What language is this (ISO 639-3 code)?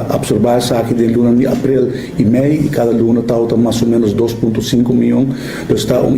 pap